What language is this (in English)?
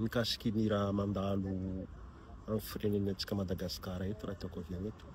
Malagasy